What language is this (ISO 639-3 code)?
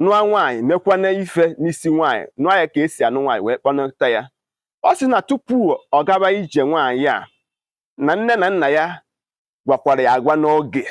ibo